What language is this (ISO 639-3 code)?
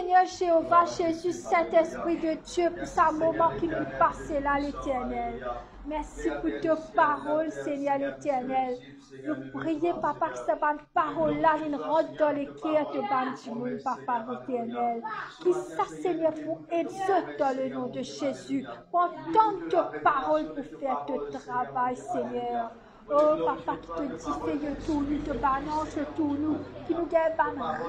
mfe